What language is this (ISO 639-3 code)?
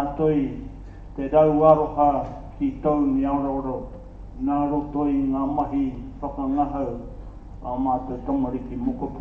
mri